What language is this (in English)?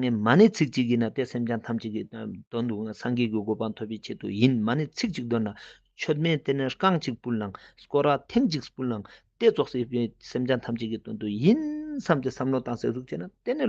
Ladakhi